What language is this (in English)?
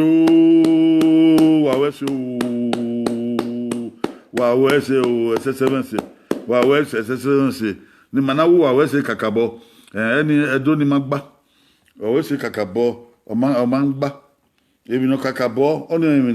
Bini